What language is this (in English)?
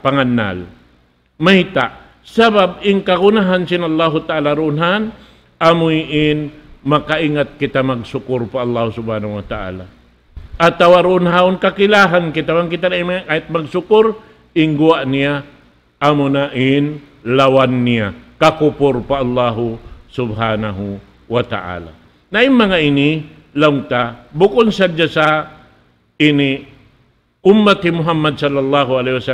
Tausug